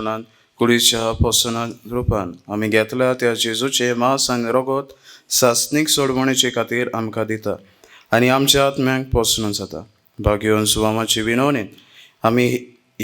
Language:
Konkani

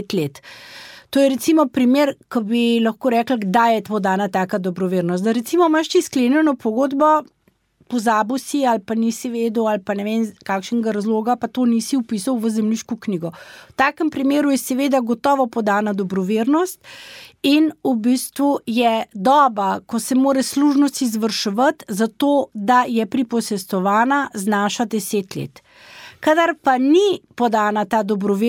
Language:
Slovenian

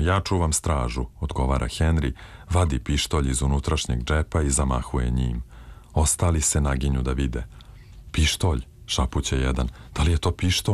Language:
Serbian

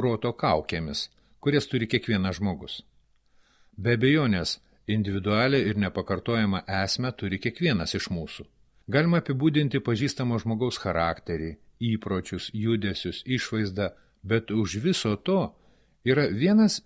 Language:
Lithuanian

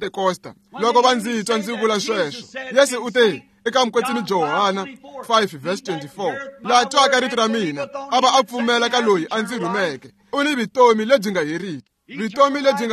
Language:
Tsonga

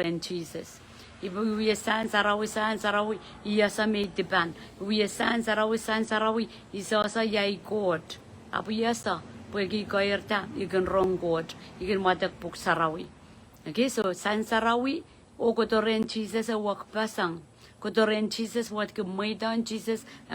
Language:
Pohnpeian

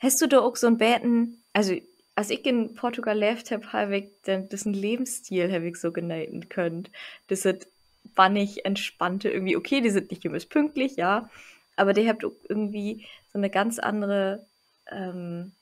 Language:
Low German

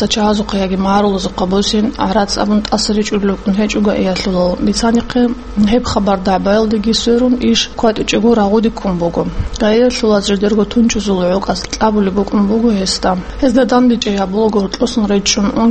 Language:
Avaric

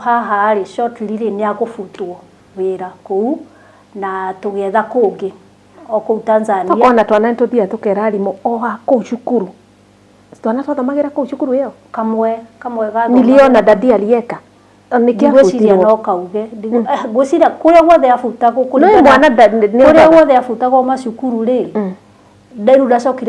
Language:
Kikuyu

